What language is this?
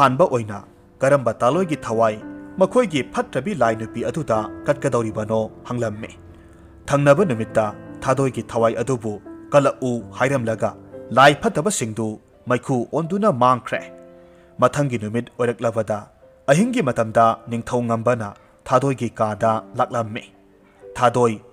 Manipuri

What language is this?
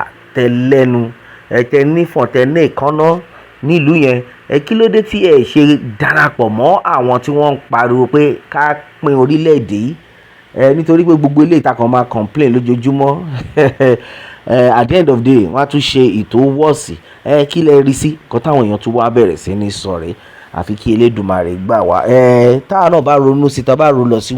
Yoruba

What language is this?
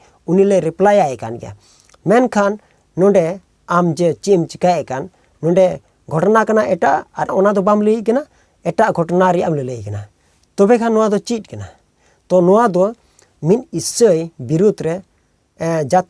Santali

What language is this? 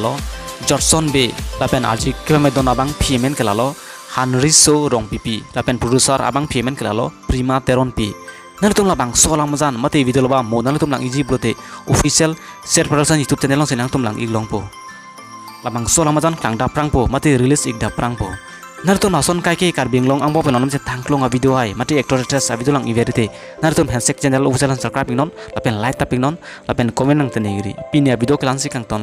Karbi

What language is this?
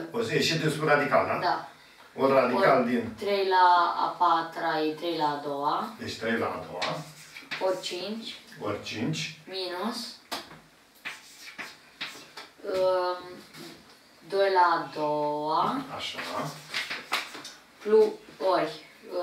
Romanian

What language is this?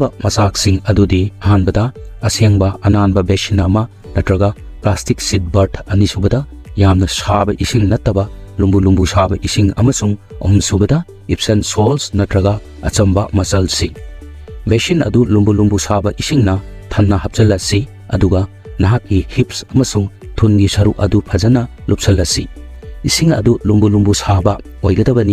Manipuri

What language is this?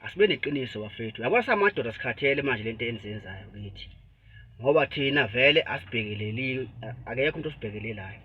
Zulu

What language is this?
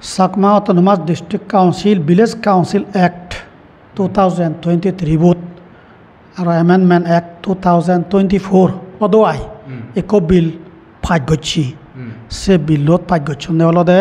Chakma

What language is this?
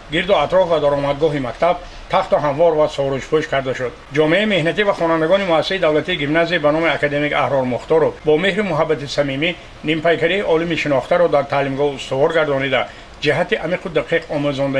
Tajik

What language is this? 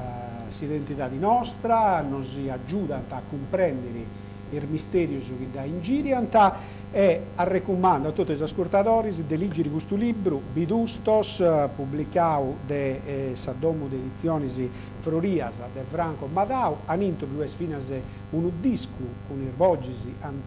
Sardinian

